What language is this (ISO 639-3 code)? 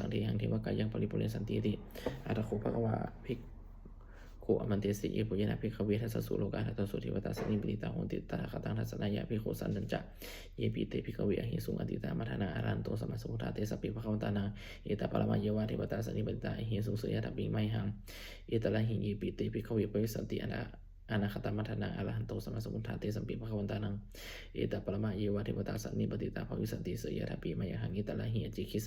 pli